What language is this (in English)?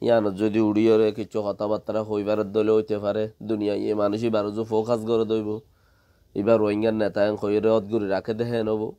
Rohingya